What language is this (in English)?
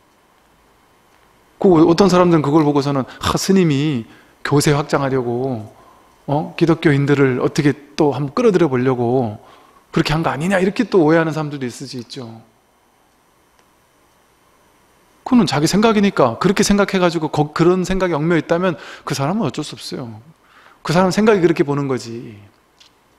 Korean